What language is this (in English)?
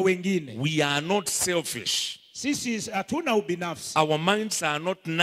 Swahili